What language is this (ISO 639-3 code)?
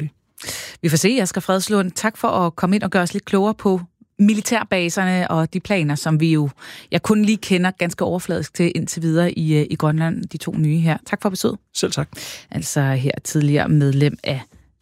dan